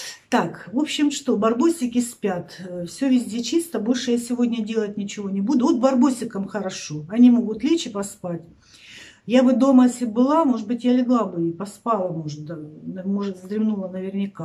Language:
Russian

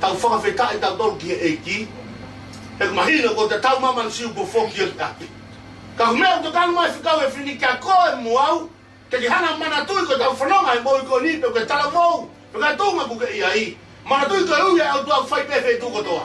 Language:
Tongan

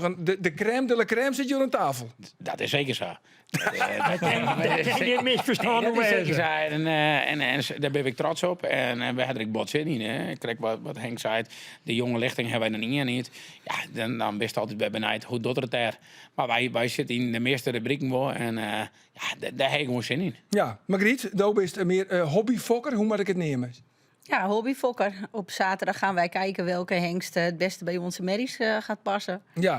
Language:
Western Frisian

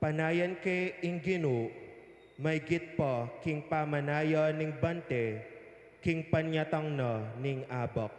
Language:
Pampanga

